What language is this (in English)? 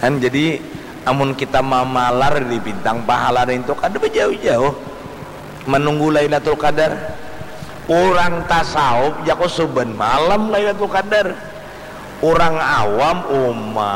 Banjar